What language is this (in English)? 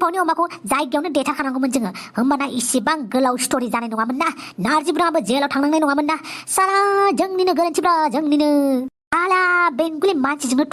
Bodo